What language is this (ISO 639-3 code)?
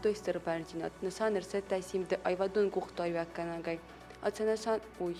oss